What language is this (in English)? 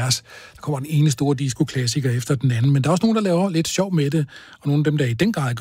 Danish